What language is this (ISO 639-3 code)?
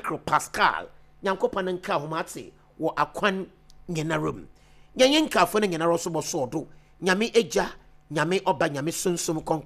aka